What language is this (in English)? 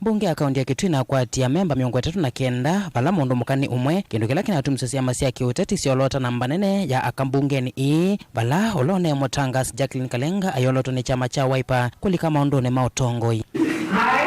Kamba